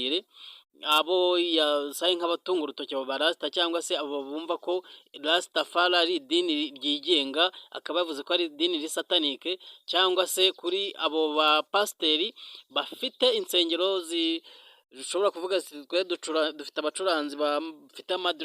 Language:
Kinyarwanda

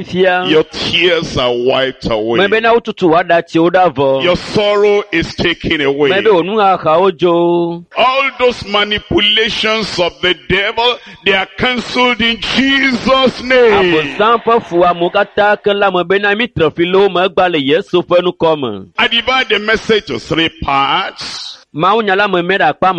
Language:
Ewe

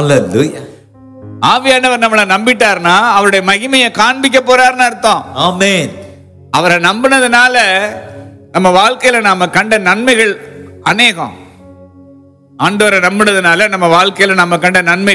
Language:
Tamil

